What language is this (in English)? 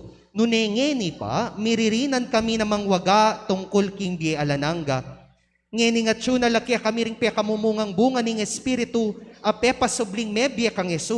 Pampanga